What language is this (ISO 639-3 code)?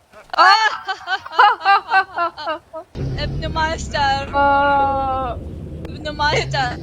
acm